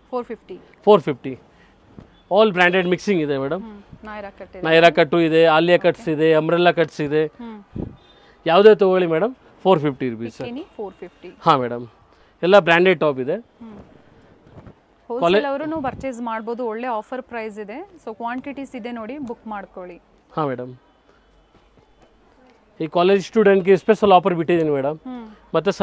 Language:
Kannada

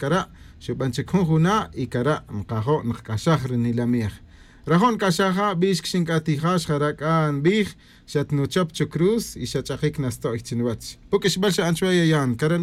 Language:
Kaqchikel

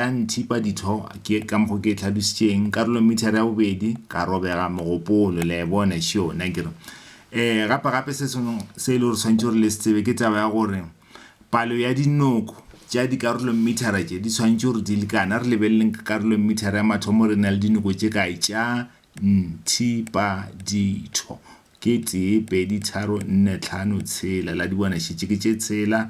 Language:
Northern Sotho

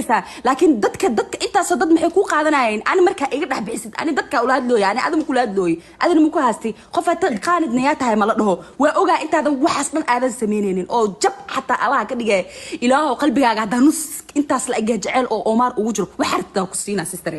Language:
Somali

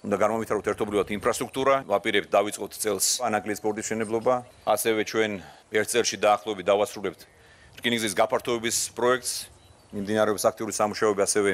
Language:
Georgian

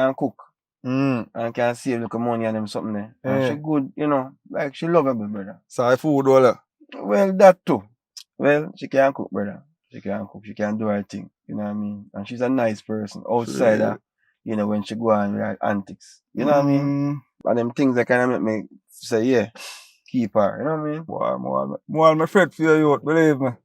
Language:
Jamaican Creole English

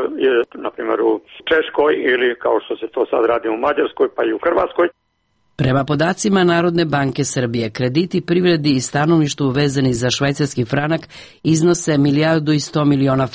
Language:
Serbian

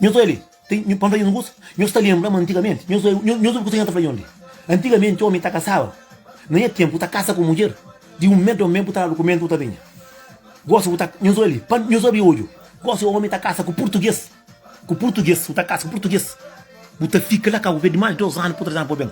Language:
Kabuverdianu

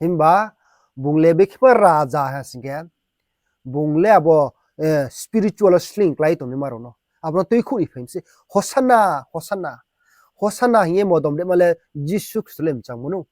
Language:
Riang (India)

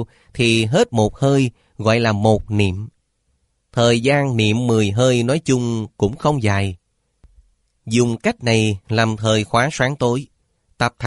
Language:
Vietnamese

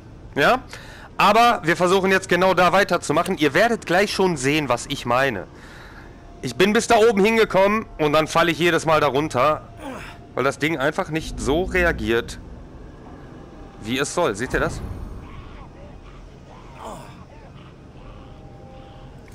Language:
German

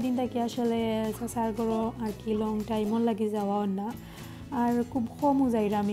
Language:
Sylheti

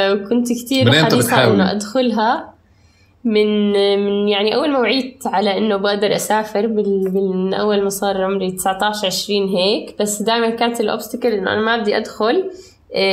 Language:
North Levantine Arabic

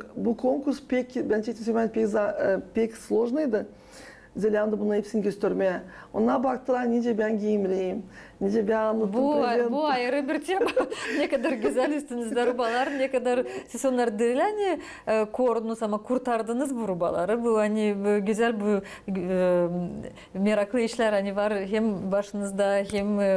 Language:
Gagauz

